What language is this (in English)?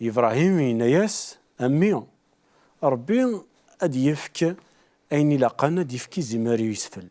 Kabyle